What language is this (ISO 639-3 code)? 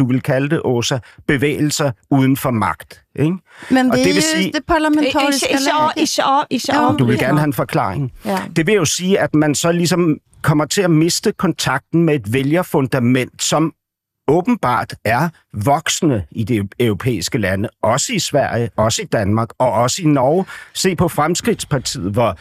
dan